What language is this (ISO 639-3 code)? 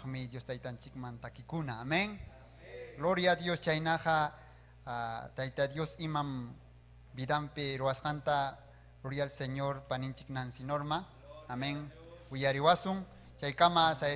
quy